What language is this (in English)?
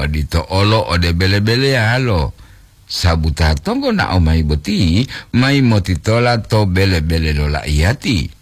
Gorontalo